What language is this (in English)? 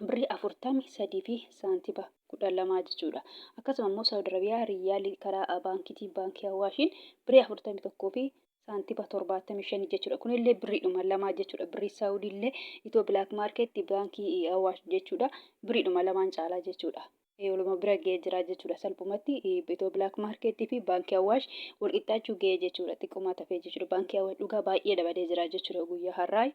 Oromo